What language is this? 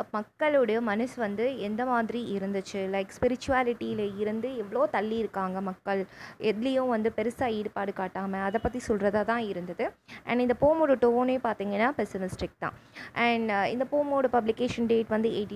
Tamil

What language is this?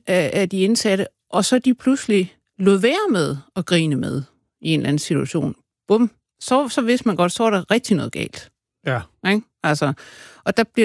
Danish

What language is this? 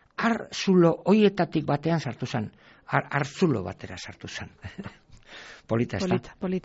Basque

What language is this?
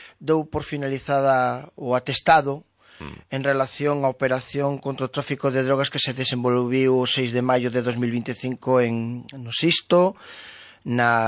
Galician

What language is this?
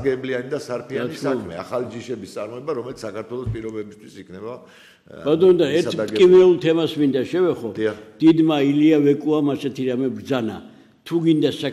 Georgian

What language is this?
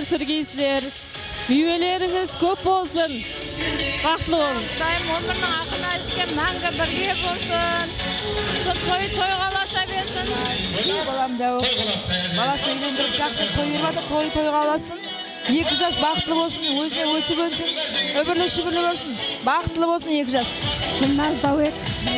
Kara-Kalpak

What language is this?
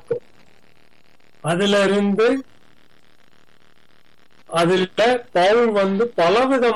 Tamil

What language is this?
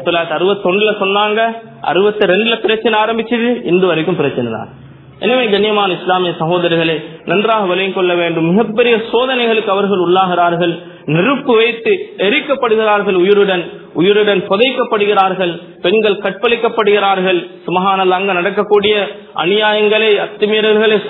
Tamil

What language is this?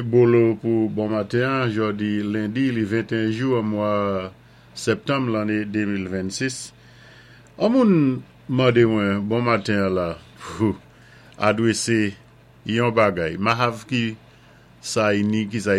Saint Lucian Creole French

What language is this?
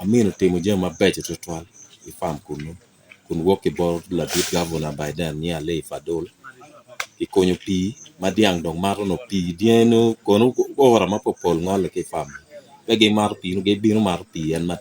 Acoli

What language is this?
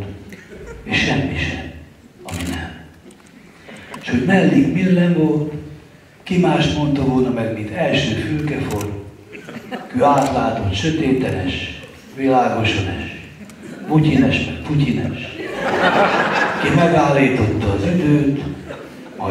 Hungarian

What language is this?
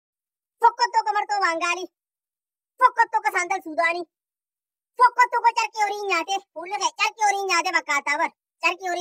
Oromo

